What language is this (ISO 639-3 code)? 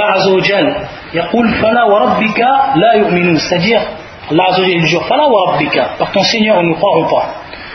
fra